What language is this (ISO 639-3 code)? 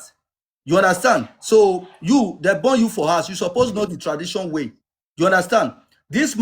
pcm